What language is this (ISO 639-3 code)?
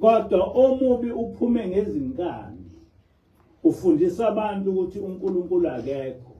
zul